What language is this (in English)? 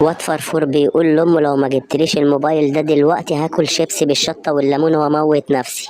Egyptian Arabic